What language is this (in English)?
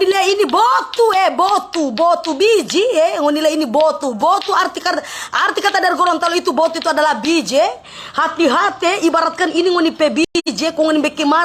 Manado Malay